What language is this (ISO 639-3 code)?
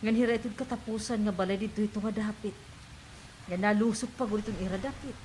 war